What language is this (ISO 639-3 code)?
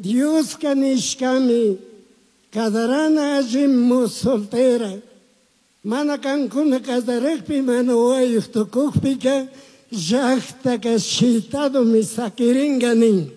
qug